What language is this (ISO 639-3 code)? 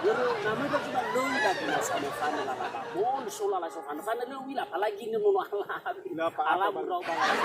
nia